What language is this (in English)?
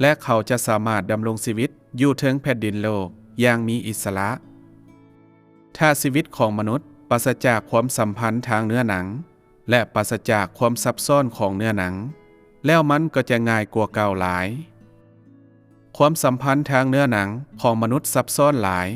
Lao